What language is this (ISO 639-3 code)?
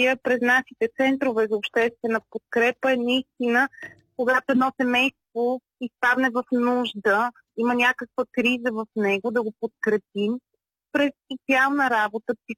bul